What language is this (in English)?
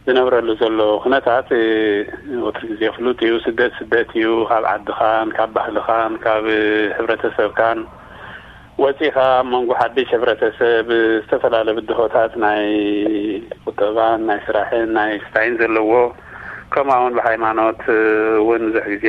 Tigrinya